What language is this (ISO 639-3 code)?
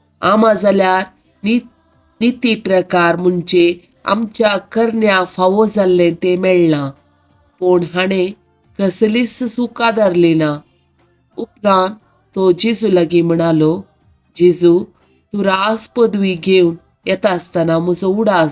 kok